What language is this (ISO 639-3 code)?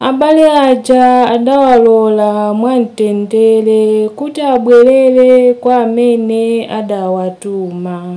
nya